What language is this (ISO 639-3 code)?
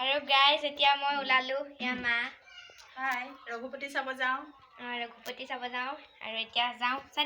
asm